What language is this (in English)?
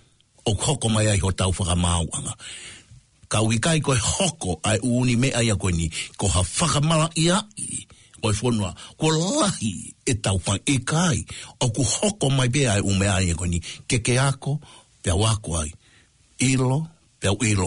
Tongan